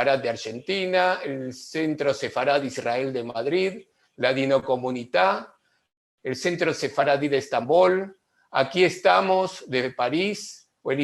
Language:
Ladino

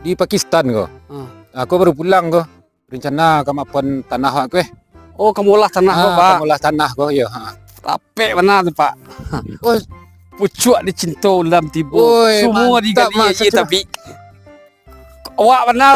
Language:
Minangkabau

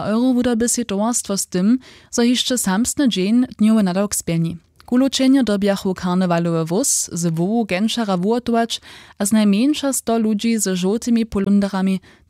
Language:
Upper Sorbian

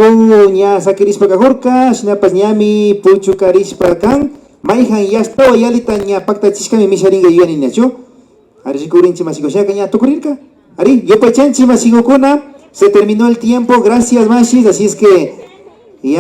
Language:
Imbabura Highland Quichua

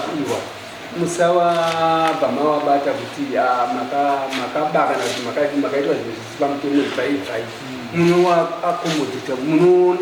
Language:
Shona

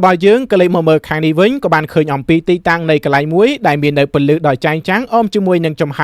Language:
Khmer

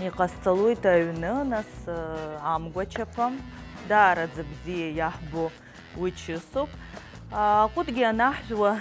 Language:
Abkhazian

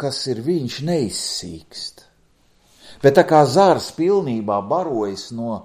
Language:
Latvian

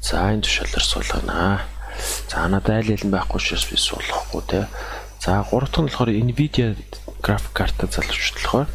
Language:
Mongolian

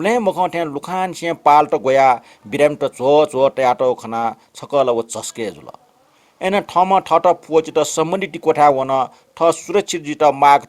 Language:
Newari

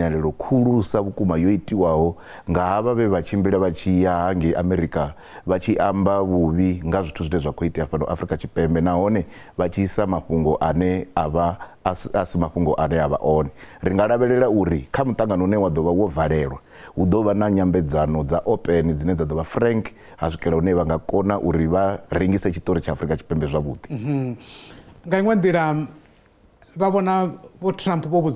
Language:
Venda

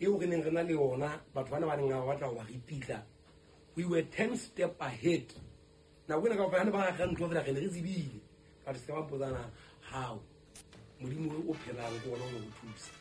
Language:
Southern Sotho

